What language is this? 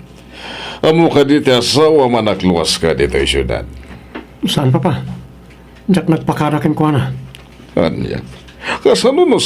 Iloko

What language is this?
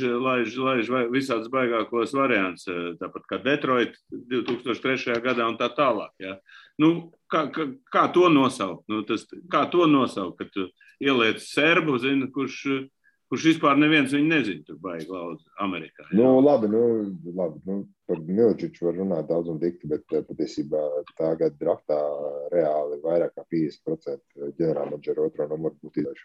Latvian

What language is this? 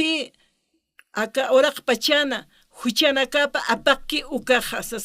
Aymara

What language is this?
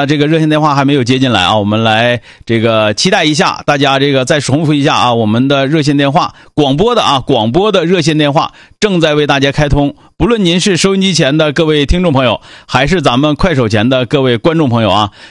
Chinese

